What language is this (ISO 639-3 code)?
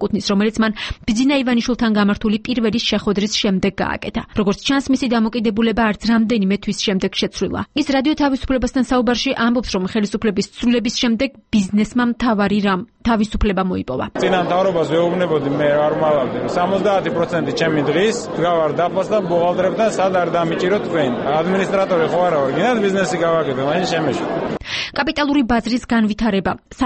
kat